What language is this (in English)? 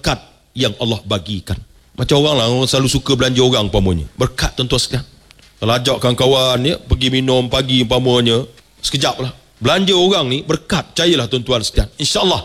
Malay